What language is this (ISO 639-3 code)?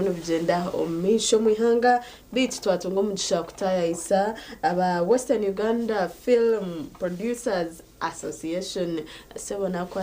nyn